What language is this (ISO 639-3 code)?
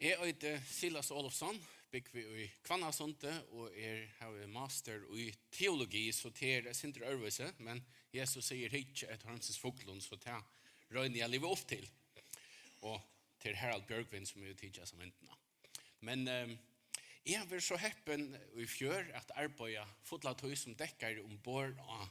fao